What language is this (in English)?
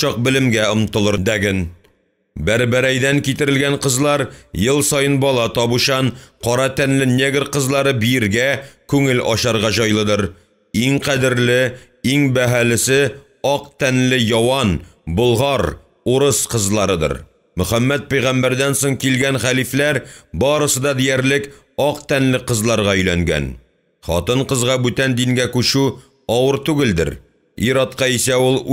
Tatar